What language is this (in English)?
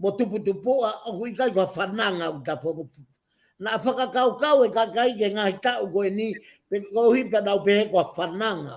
Tongan